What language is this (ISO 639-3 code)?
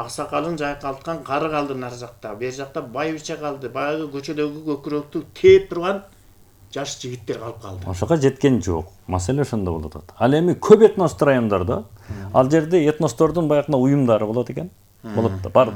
kir